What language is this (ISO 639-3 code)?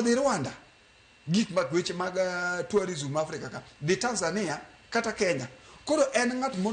luo